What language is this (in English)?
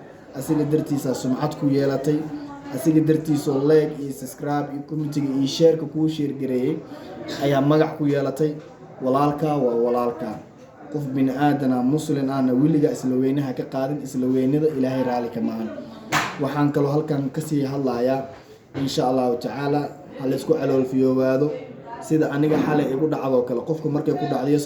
Somali